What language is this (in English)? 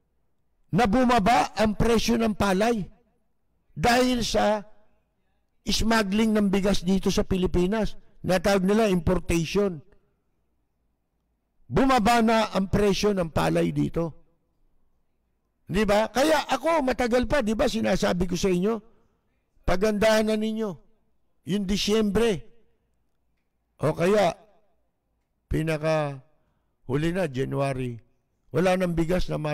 Filipino